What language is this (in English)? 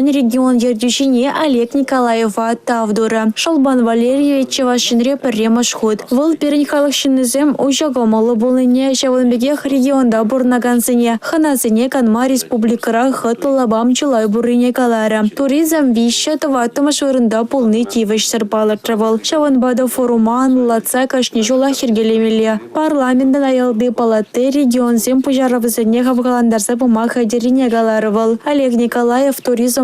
Chuvash